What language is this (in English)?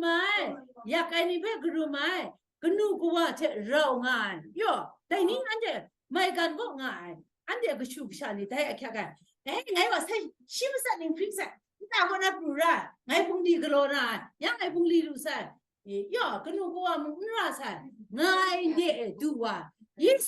Kachin